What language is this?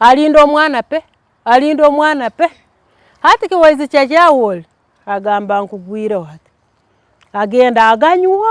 Tooro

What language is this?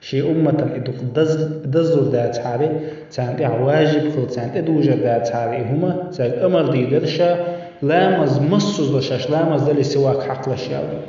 Chechen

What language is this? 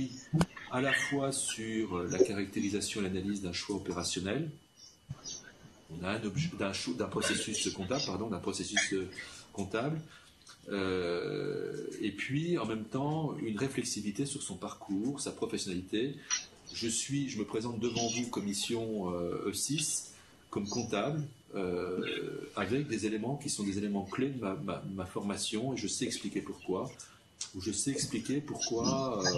French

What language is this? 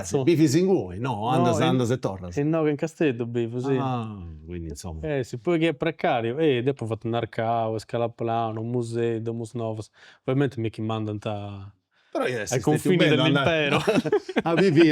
Sardinian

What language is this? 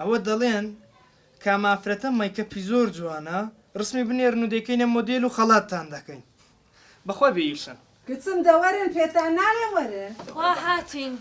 Central Kurdish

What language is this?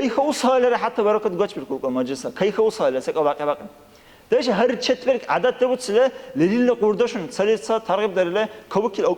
Dargwa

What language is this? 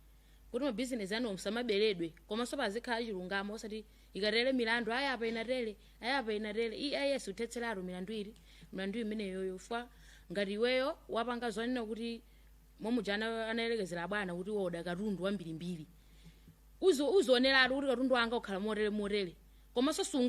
Nyanja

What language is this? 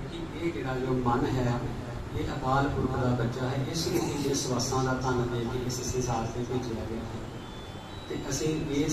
Punjabi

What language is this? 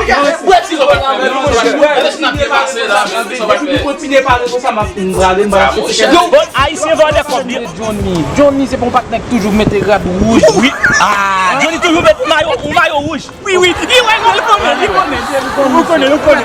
Haitian Creole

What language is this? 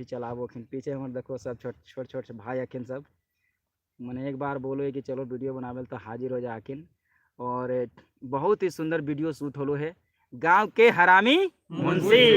Magahi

